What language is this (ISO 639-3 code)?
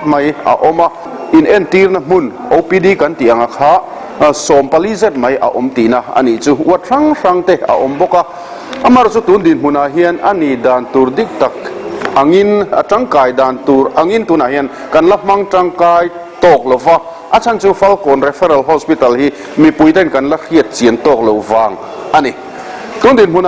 lus